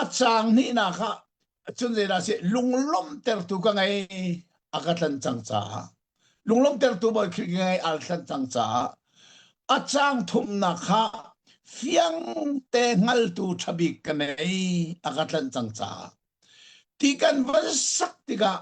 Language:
Hakha Chin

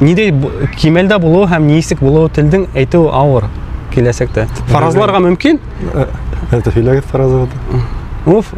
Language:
Bashkir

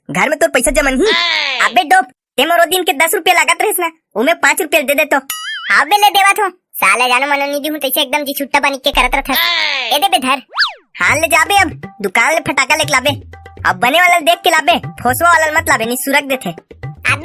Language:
Chhattisgarhi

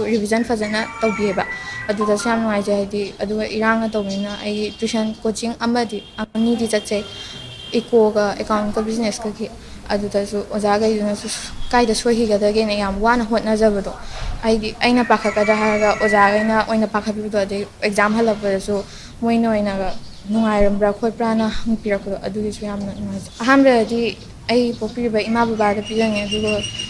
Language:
Manipuri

